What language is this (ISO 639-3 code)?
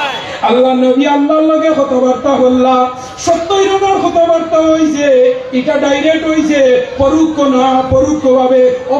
syl